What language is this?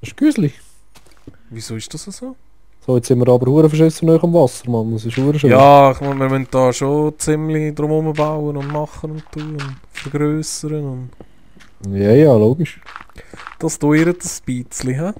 Swiss German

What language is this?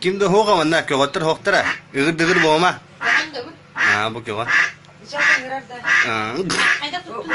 Yakut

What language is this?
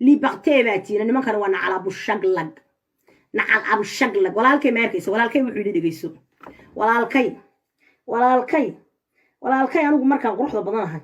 Somali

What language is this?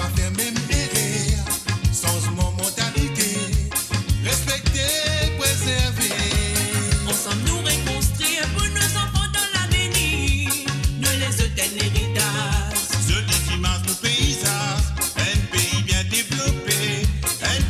Morisyen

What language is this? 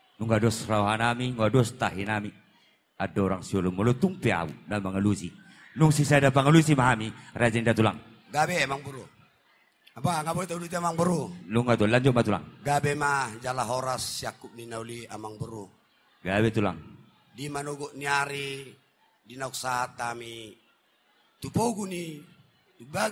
Batak Toba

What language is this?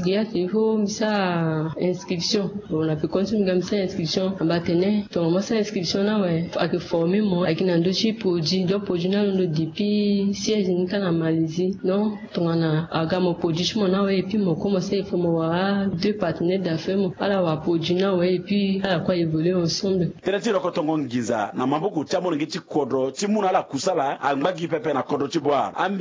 Sango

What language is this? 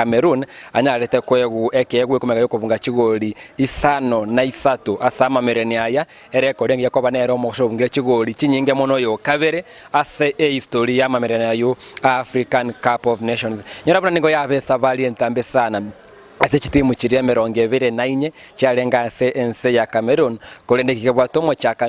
Gusii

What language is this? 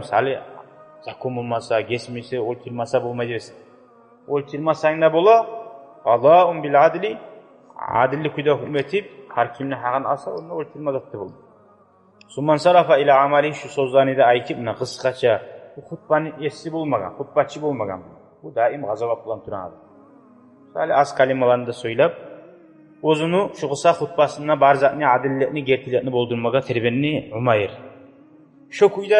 Kumyk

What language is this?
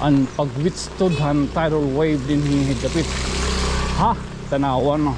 Waray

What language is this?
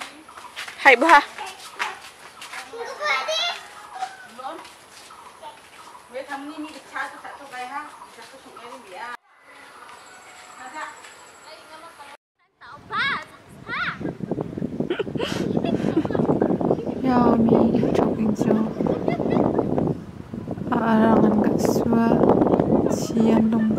Garo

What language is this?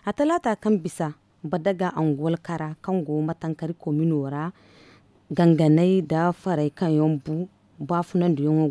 Zarma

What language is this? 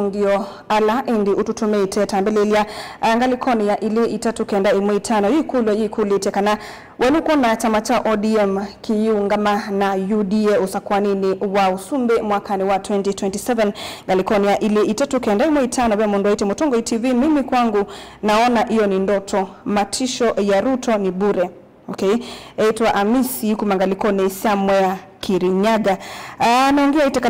Kamba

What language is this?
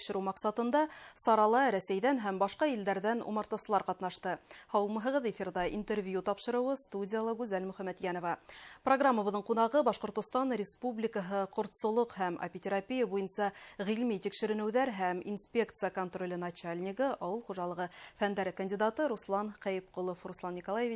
Bashkir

